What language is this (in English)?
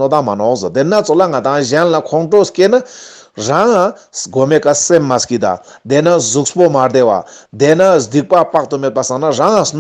Ladakhi